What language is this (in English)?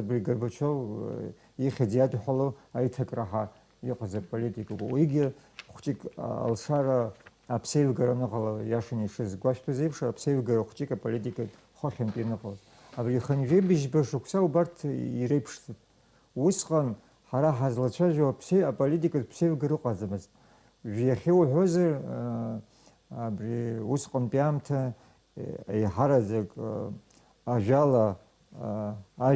Abkhazian